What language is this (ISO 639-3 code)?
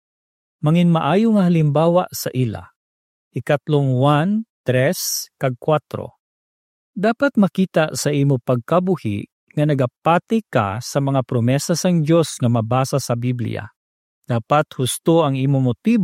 hil